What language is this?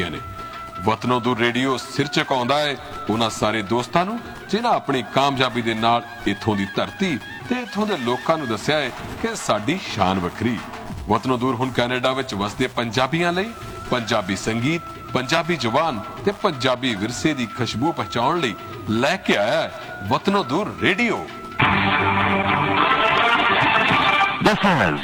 Punjabi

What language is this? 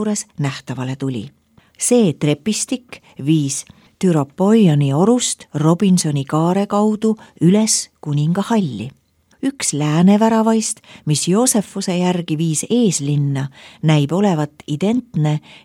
Estonian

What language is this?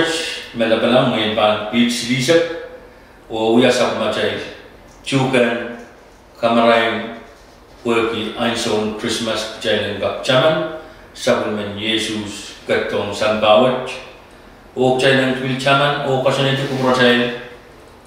Pohnpeian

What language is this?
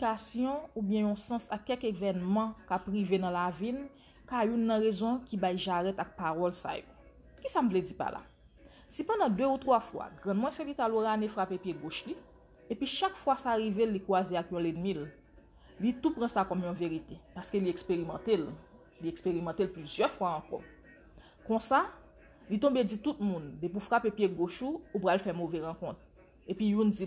Haitian Creole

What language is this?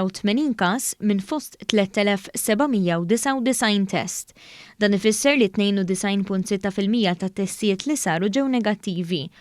Maltese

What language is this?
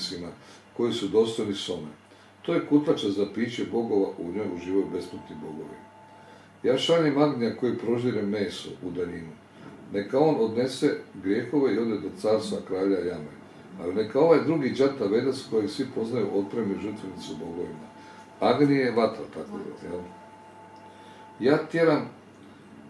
Croatian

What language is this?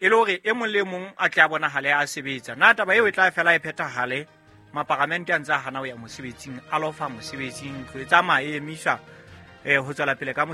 Southern Sotho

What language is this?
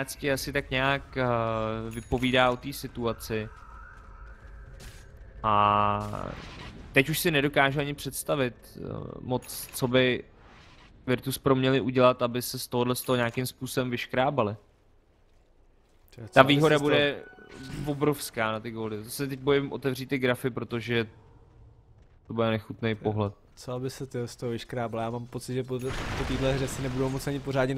Czech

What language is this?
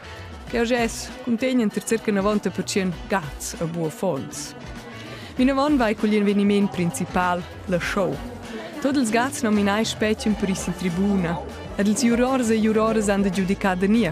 Romansh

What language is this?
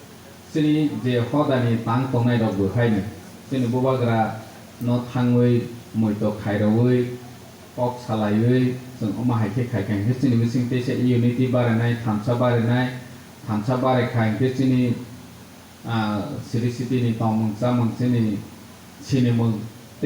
Kok Borok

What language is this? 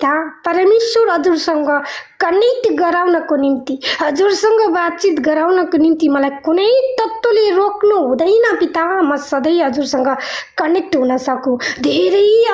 Nepali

